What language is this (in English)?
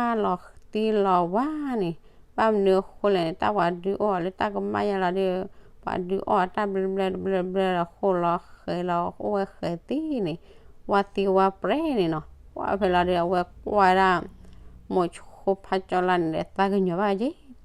S'gaw Karen